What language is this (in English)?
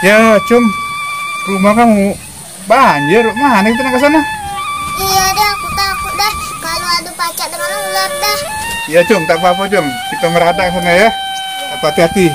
Musi